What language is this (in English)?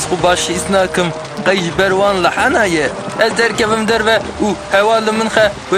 Kurdish